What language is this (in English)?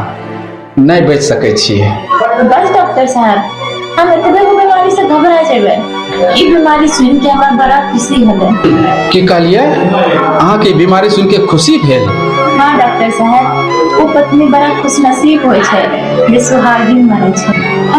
Maithili